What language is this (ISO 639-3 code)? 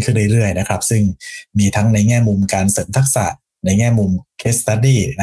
tha